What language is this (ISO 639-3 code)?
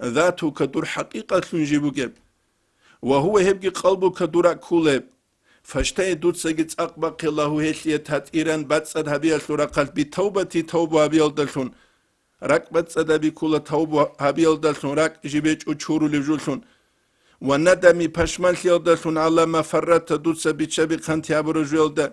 ava